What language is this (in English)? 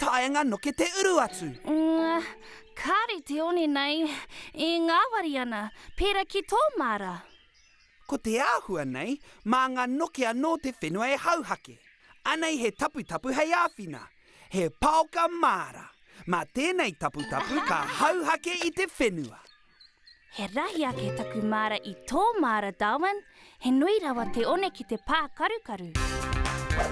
Māori